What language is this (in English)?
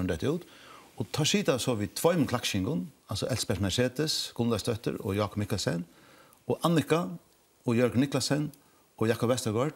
Faroese